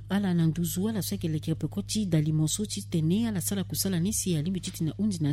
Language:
Sango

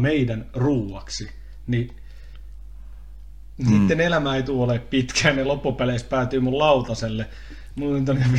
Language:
Finnish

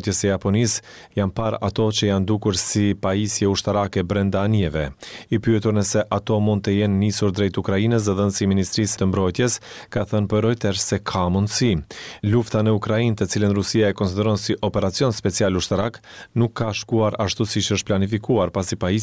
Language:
Albanian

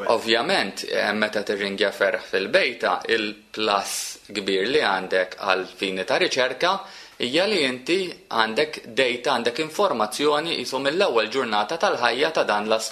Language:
Maltese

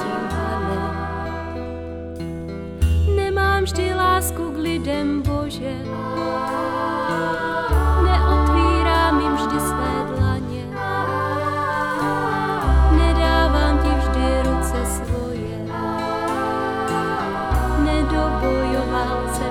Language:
Czech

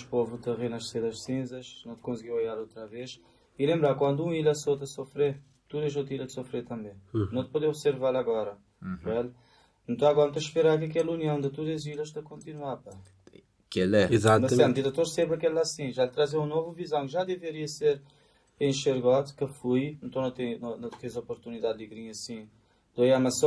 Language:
Kabuverdianu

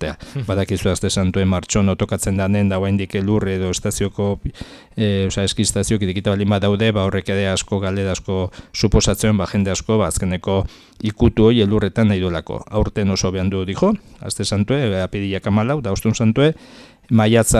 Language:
Basque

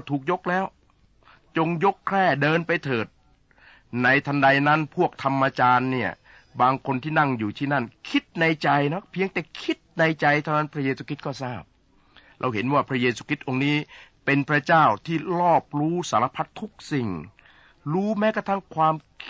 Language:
Thai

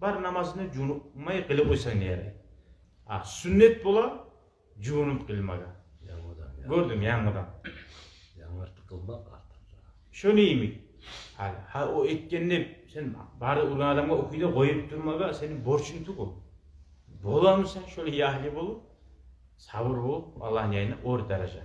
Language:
Kumyk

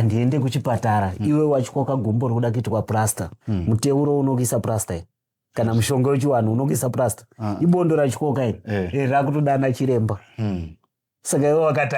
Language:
Shona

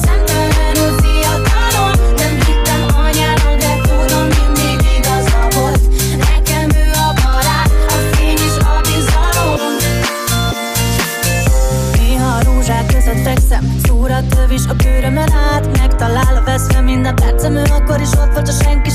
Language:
Hungarian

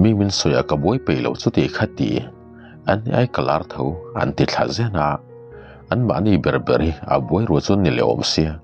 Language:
Mizo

